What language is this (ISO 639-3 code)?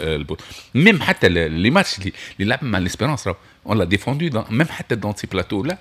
aeb